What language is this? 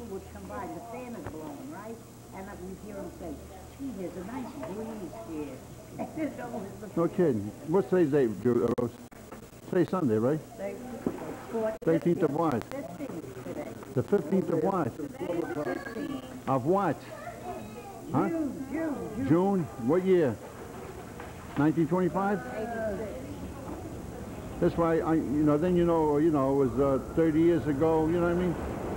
English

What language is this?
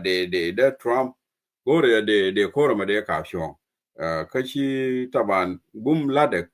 Nuer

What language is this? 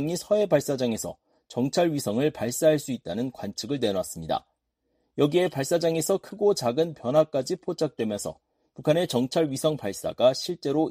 Korean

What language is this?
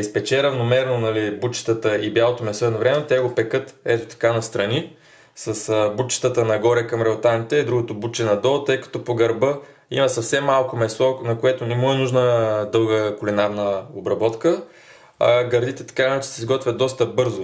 Bulgarian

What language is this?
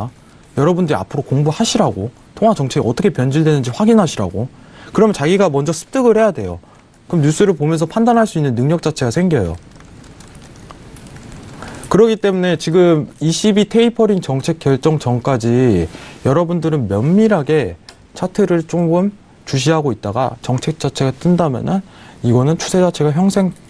Korean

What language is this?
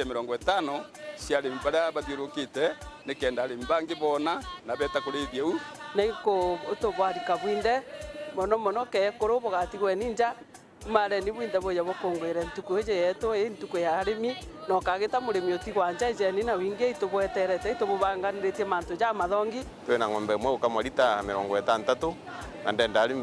Meru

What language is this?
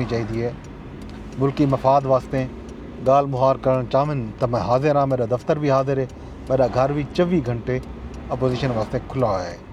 Saraiki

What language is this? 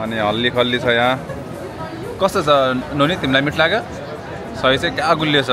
Nepali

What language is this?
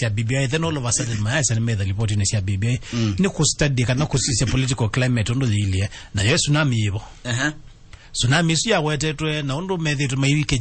Kamba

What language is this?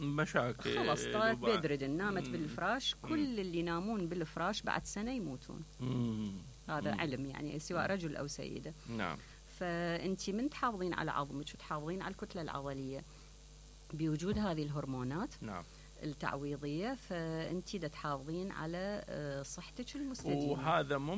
Mesopotamian Arabic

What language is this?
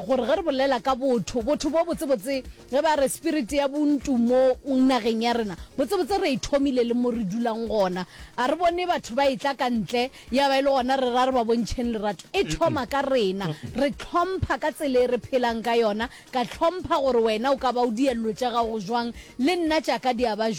Northern Sotho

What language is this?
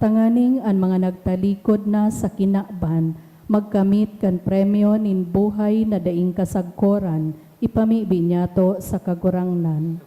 Bikol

